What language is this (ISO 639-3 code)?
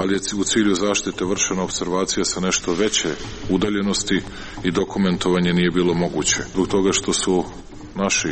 srp